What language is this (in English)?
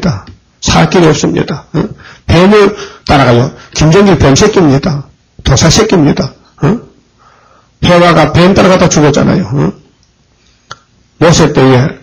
Korean